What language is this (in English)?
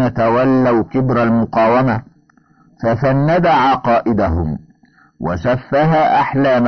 Arabic